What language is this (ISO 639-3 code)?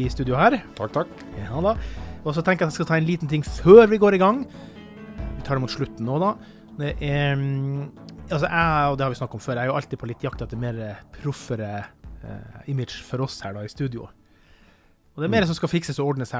nor